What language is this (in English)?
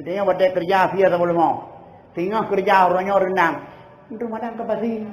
Achinese